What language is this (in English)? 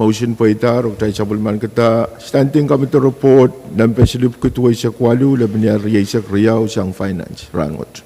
Pohnpeian